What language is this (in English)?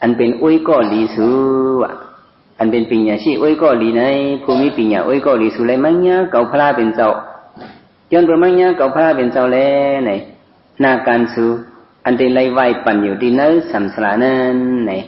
Shan